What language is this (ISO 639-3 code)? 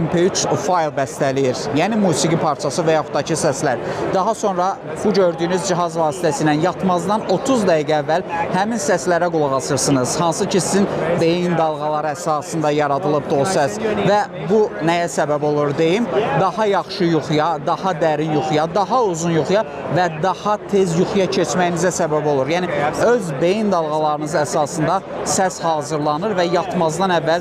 aze